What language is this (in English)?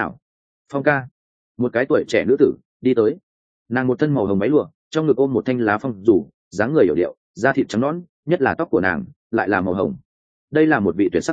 Vietnamese